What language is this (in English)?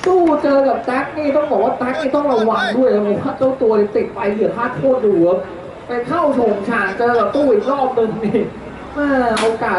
Thai